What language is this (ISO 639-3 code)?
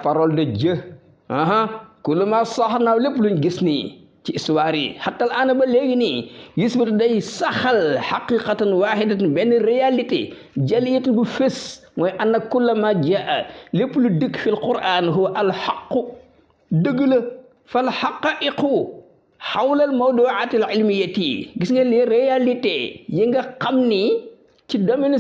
wol